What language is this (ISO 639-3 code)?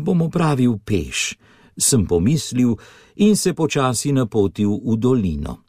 slv